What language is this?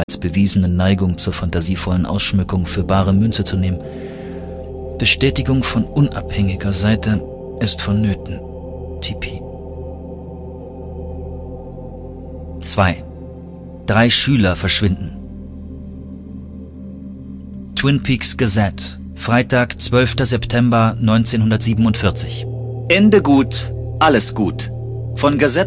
German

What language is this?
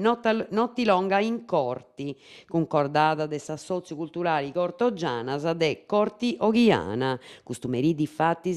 Sardinian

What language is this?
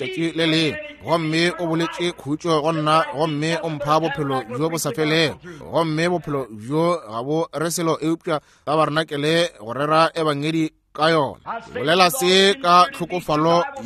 Northern Sotho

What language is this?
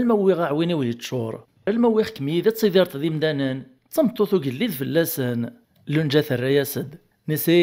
Kabyle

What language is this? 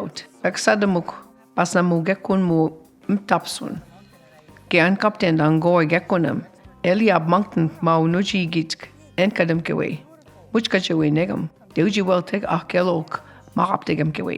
Mi'kmaw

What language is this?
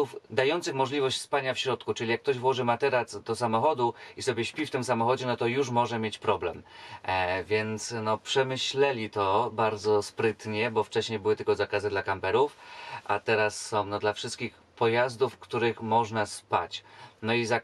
Polish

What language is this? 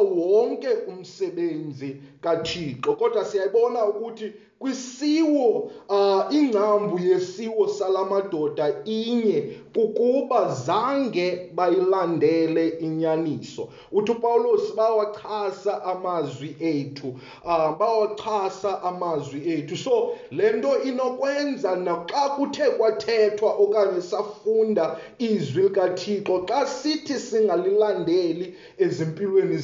Xhosa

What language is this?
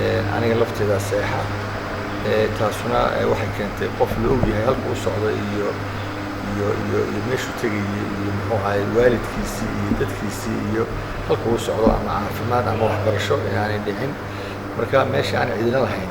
Somali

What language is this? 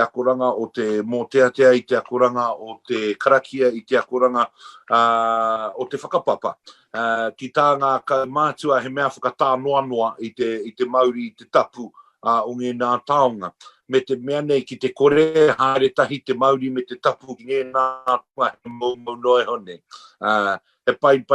Māori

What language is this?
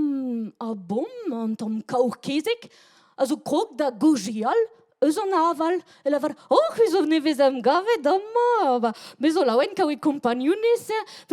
Breton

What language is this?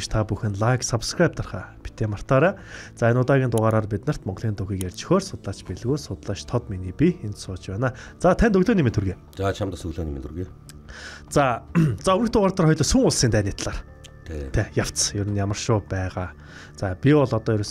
Mongolian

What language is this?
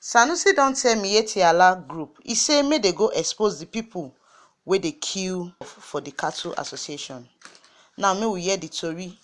Nigerian Pidgin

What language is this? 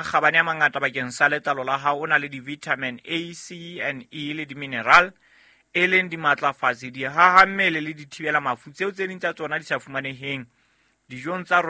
Southern Sotho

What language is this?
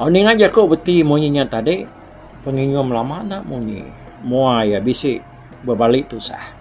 Iban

